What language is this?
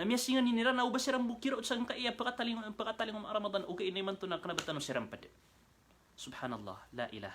Maranao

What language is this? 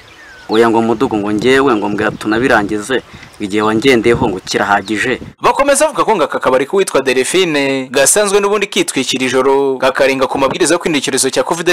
Kinyarwanda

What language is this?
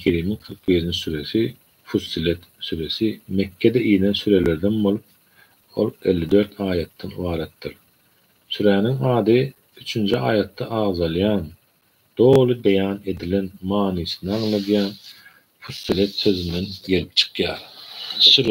Turkmen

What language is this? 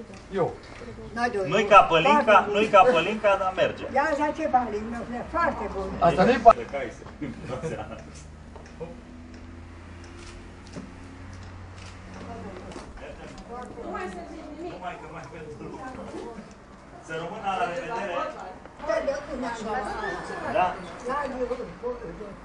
Romanian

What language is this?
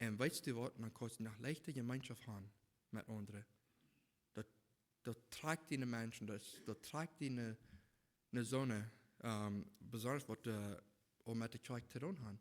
Plautdietsch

